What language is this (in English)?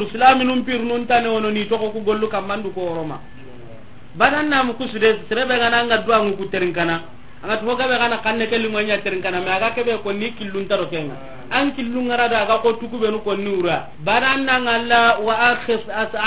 Soninke